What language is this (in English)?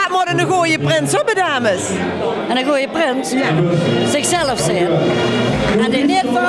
Limburgish